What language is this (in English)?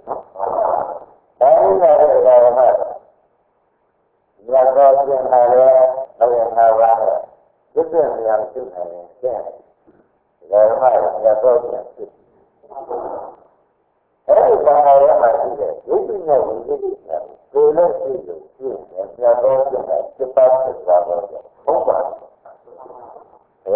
Burmese